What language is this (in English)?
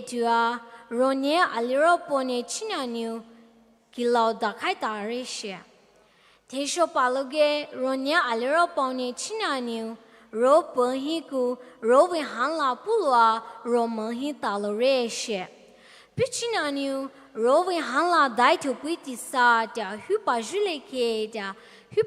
Poumei Naga